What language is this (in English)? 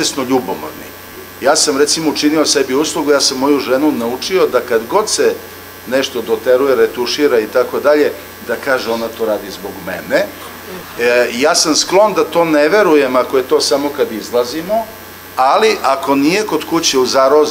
Serbian